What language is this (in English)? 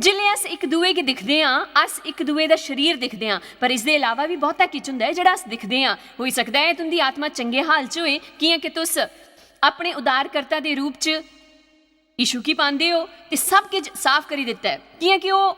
Dogri